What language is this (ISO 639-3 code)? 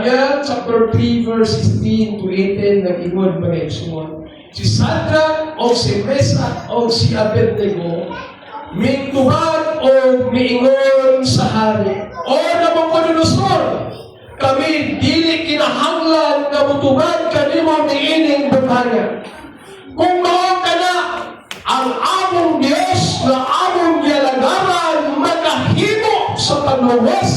ceb